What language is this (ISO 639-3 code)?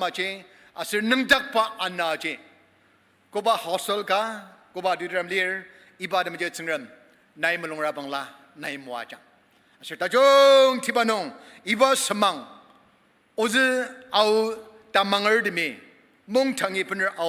njo